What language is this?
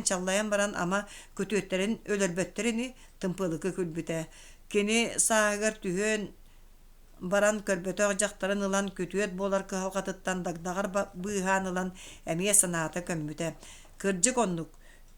Yakut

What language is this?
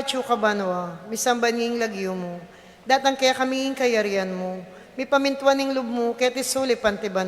Pampanga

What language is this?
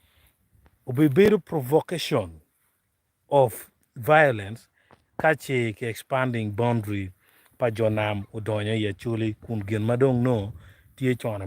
Acoli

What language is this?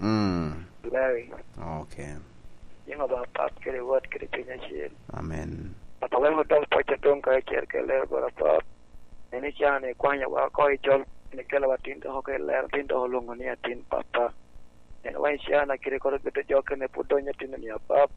Lango (Uganda)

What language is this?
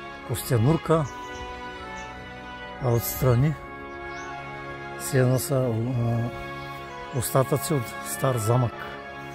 Bulgarian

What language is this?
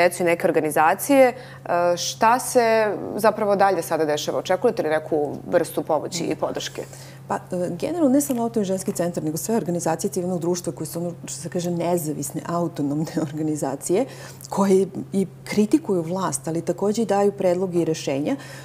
Serbian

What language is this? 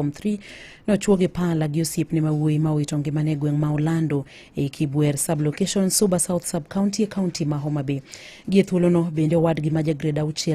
Luo (Kenya and Tanzania)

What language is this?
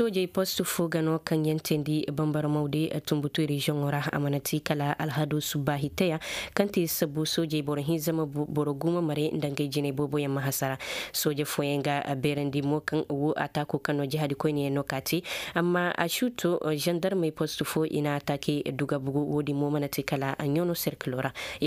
Koyraboro Senni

